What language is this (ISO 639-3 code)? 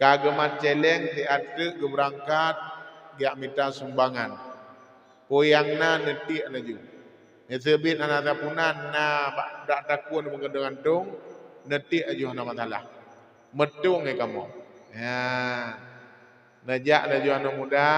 ace